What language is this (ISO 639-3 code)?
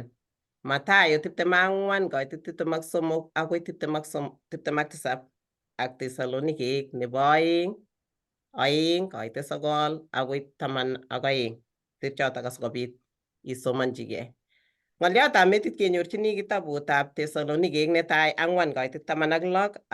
kln